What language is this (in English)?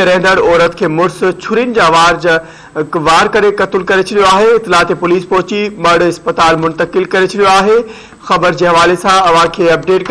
Sindhi